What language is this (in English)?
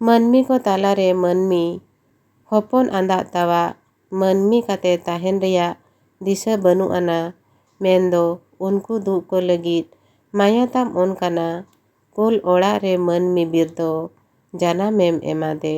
Santali